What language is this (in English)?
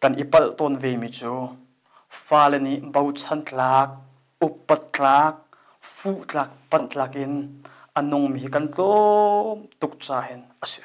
Hakha Chin